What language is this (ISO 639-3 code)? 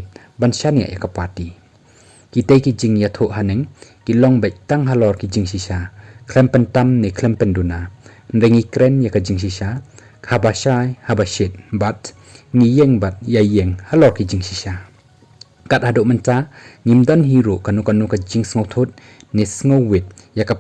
kha